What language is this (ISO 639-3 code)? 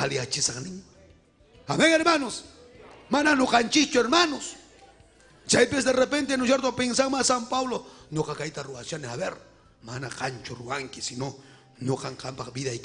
quy